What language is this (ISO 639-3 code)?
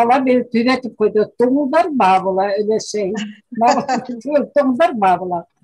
bak